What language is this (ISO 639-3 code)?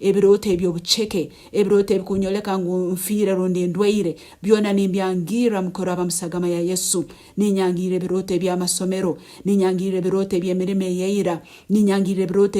nyn